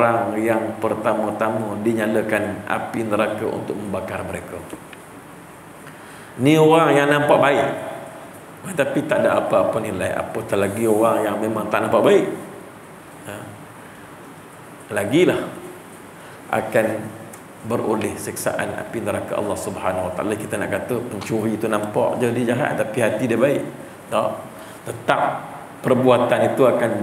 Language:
Malay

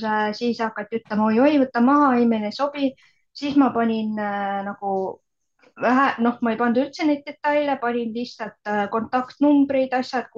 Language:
Estonian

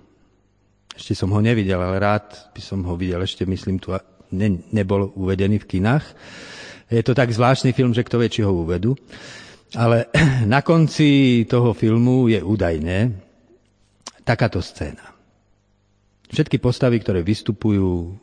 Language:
Slovak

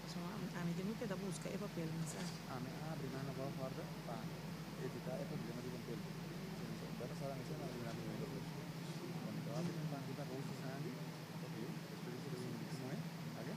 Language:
Papiamento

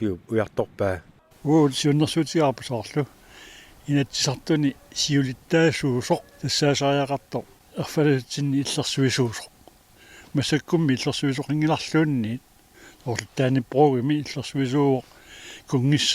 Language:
Kalaallisut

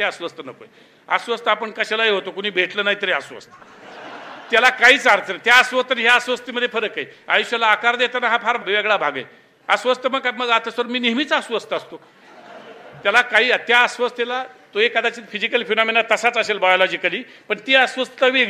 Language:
Marathi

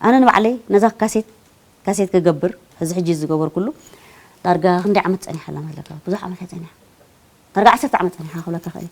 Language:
Tigrinya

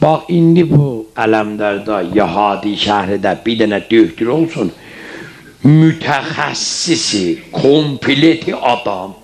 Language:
South Azerbaijani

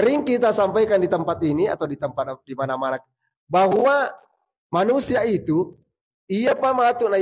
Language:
Buginese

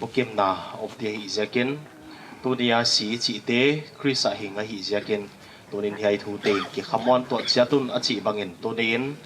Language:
Paite Chin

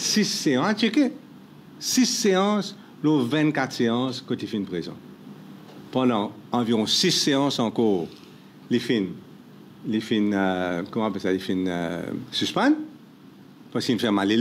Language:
Morisyen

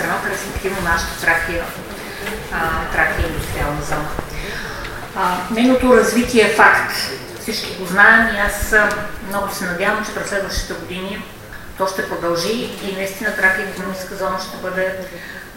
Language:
Bulgarian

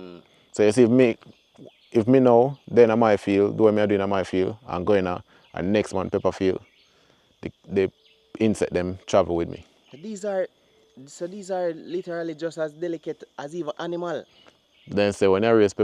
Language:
Jamaican Creole English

